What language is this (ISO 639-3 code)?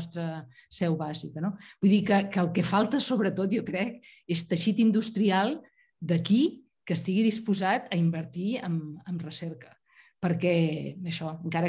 cat